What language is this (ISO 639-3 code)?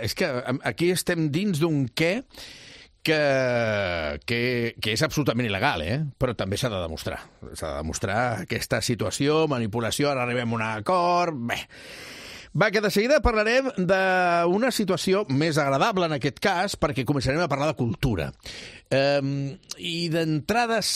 cat